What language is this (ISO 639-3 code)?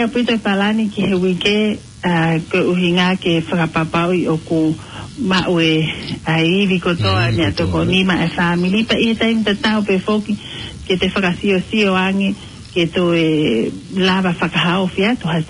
ton